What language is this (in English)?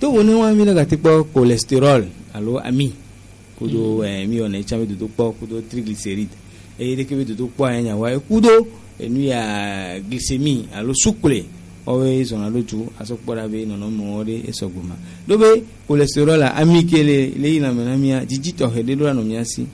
Gen